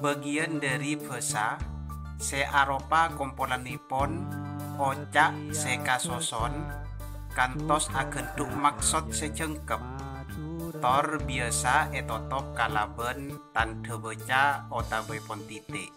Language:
Madurese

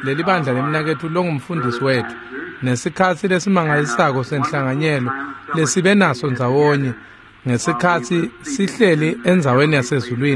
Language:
Swati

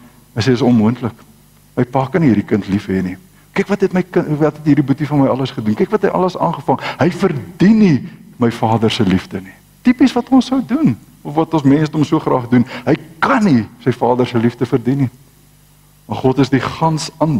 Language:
Afrikaans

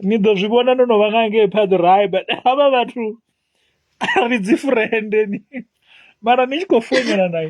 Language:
Venda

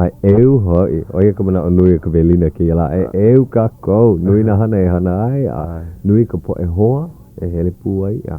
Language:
Hawaiian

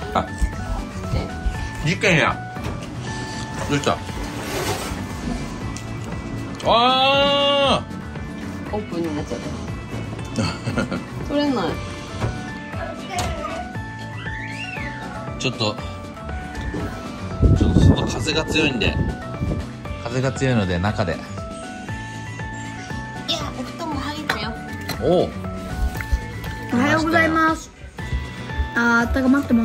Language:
Japanese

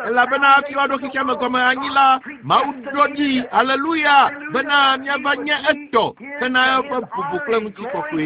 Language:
Ewe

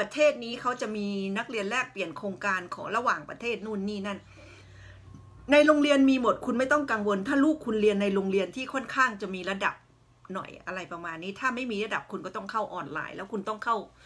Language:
Thai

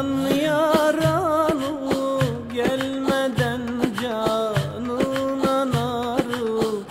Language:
Turkish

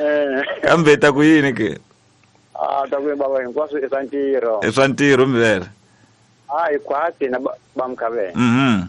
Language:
Tsonga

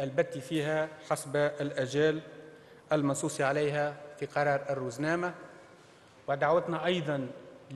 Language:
Tunisian Arabic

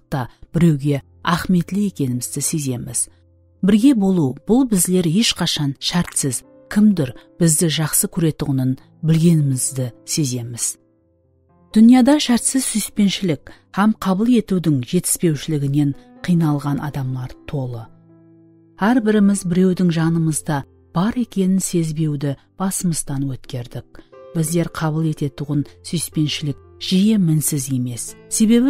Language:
Kara-Kalpak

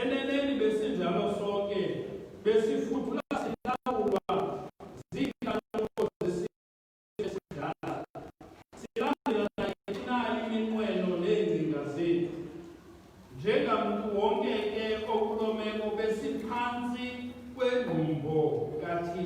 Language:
Xhosa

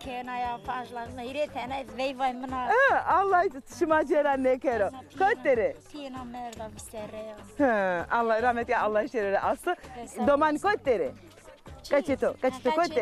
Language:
Zaza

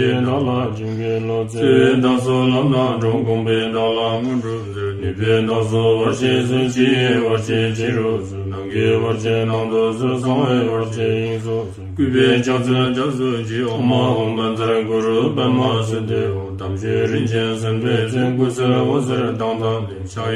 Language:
Tibetan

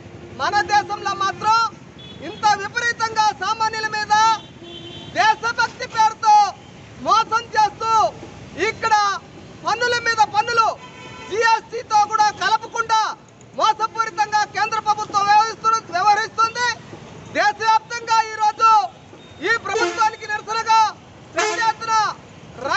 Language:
Telugu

